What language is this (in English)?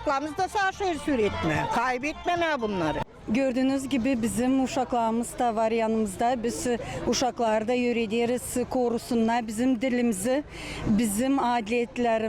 Gagauz